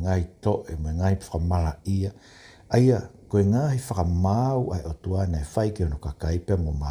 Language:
Tongan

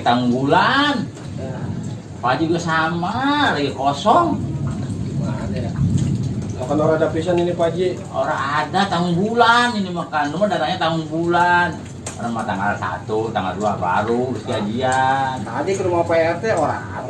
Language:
Betawi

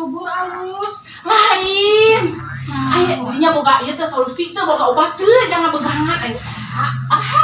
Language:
Sundanese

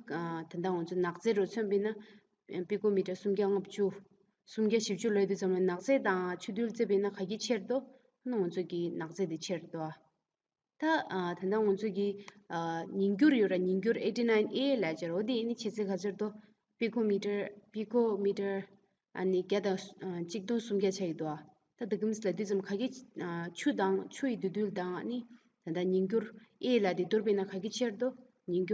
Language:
Tibetan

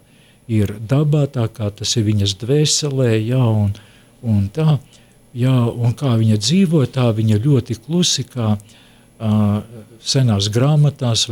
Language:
Latvian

